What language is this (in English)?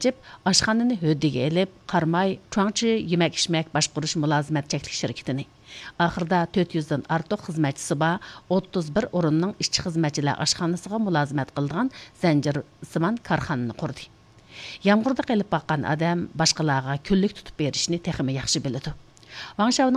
Uyghur